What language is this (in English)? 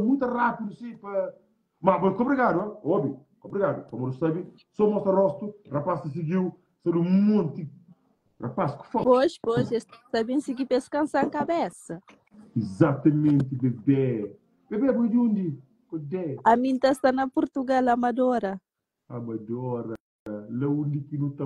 Kabuverdianu